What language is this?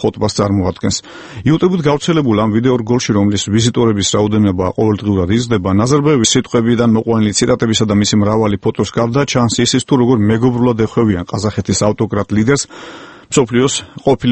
Georgian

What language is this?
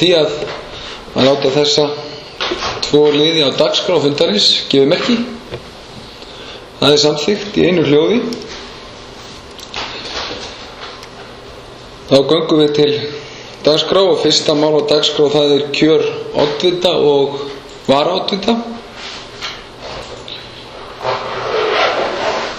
Icelandic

